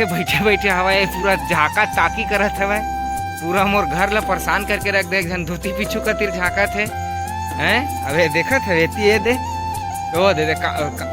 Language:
Chhattisgarhi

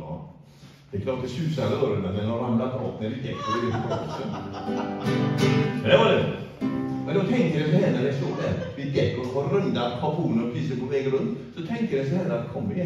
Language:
Swedish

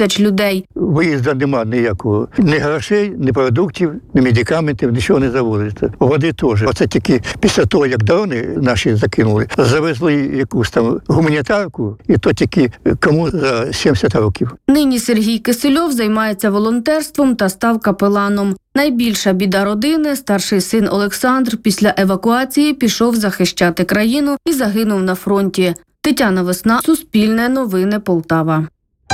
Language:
Ukrainian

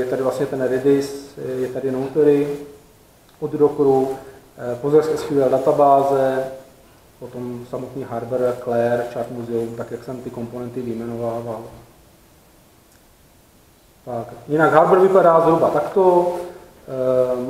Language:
Czech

